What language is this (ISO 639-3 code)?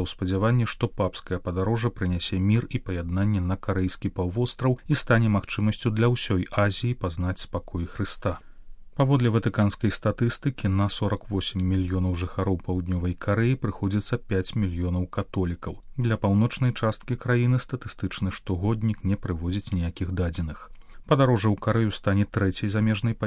bel